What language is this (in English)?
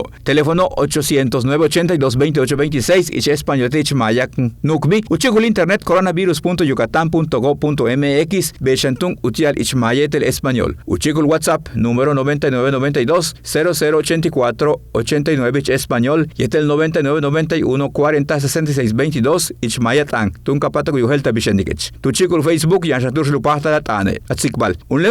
Yucateco